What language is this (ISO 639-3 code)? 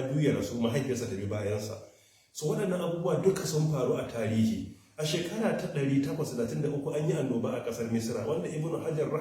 hau